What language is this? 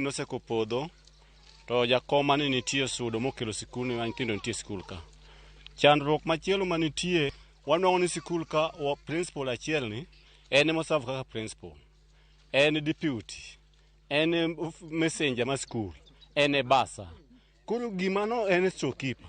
Luo (Kenya and Tanzania)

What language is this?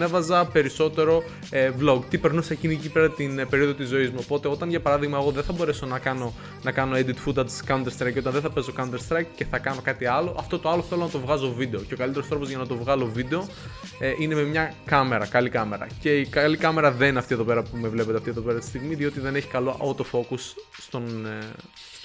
Greek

